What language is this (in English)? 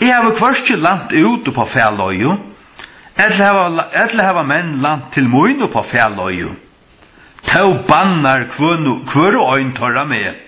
Faroese